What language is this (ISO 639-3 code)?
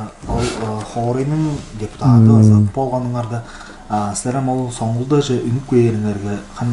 tyv